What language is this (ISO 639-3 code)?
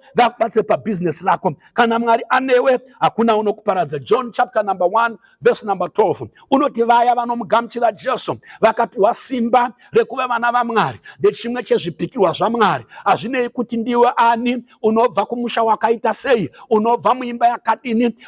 sna